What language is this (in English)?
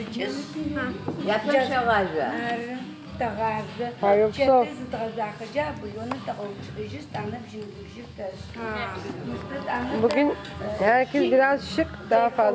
Adyghe